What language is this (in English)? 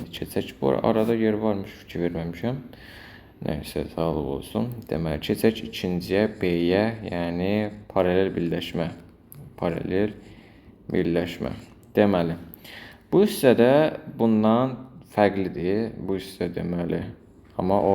Azerbaijani